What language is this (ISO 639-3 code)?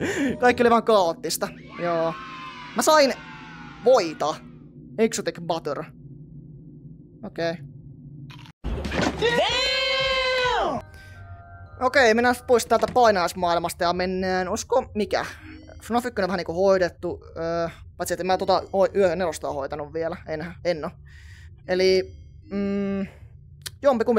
fin